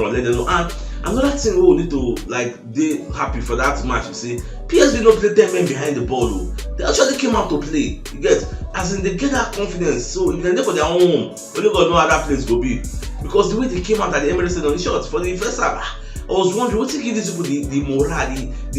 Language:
Nigerian Pidgin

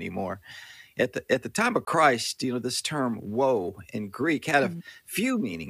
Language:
English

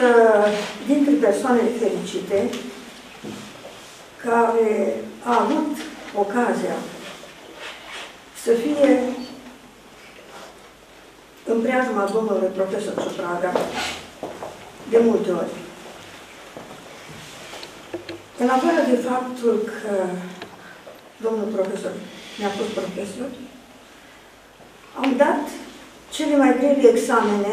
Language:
Romanian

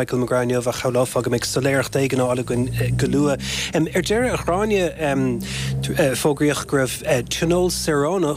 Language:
Irish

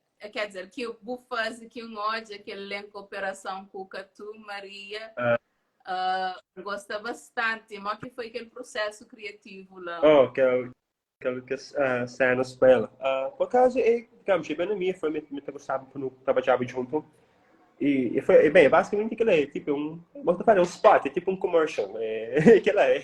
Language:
Kabuverdianu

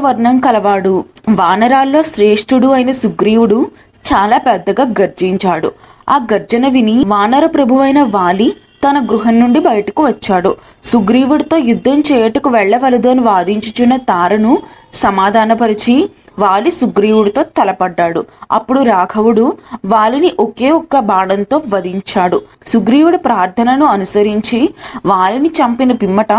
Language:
Telugu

